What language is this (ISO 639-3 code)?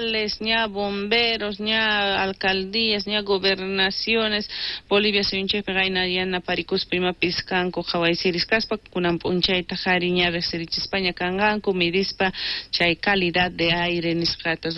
quh